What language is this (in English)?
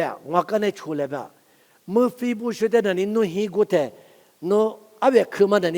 Lisu